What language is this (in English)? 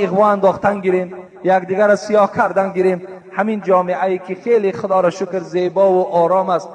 Tajik